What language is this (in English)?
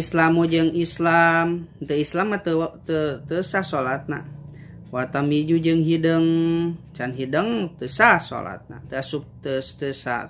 Sundanese